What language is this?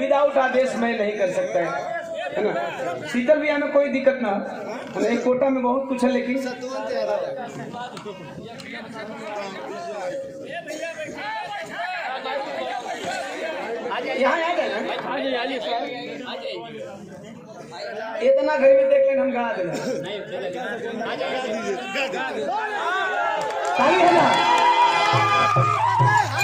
Bhojpuri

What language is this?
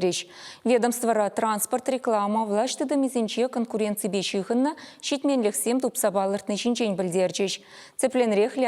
Chuvash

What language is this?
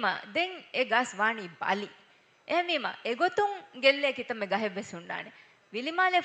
Divehi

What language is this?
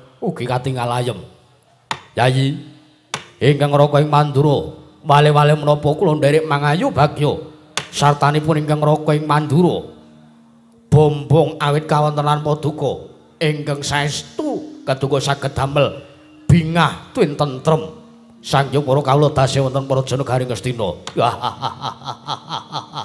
Javanese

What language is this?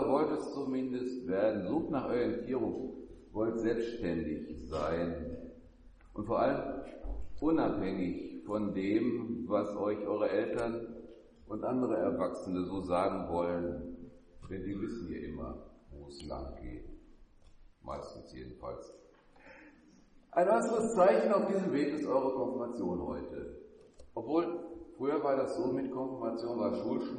German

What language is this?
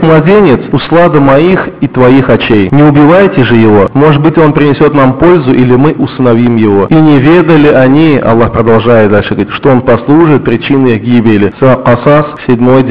Russian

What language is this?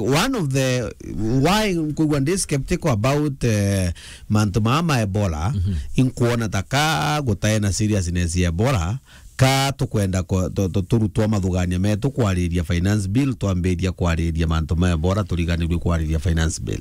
Meru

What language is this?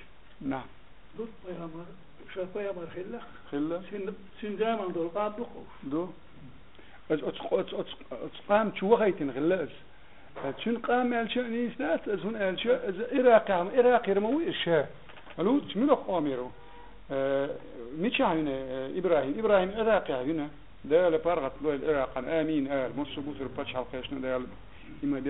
Chechen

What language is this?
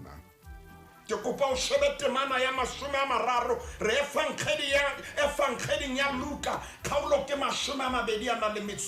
Southern Sotho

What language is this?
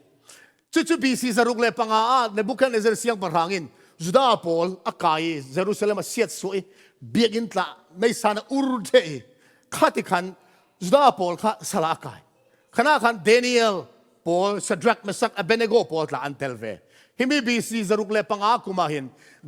Falam Chin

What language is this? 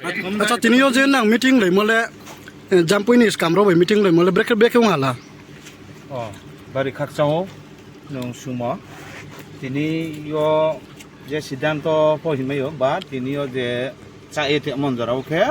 Riang (India)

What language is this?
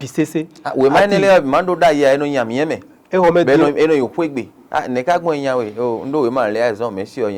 Fon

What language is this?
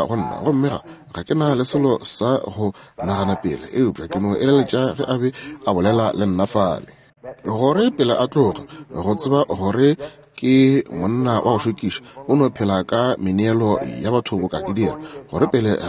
Northern Sotho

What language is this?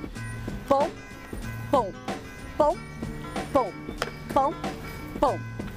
Irish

